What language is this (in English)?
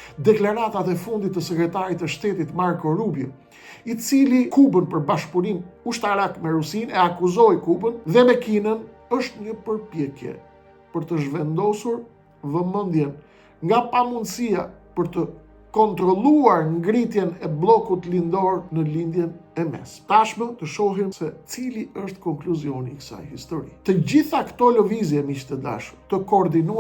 Albanian